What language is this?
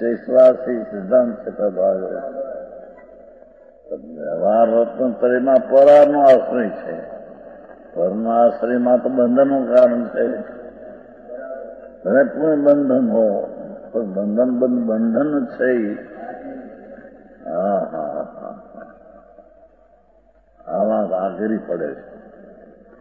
Gujarati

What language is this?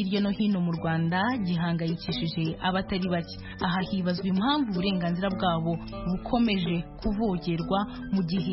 Kinyarwanda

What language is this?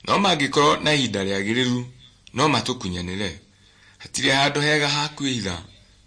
Kikuyu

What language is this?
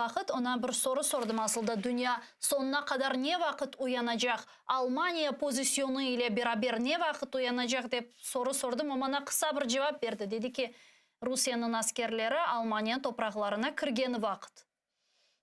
Crimean Tatar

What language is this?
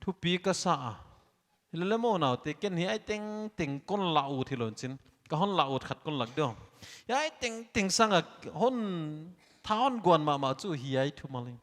Paite Chin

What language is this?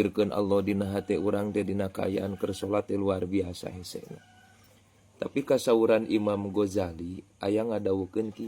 Sundanese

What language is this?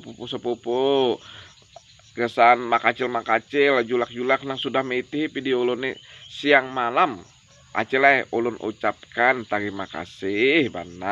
Banjar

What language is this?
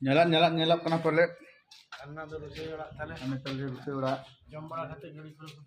Santali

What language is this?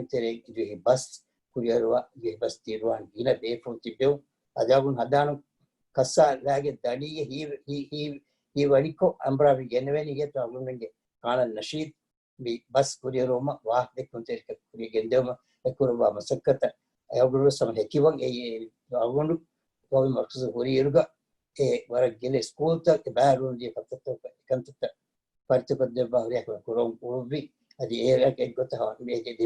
Divehi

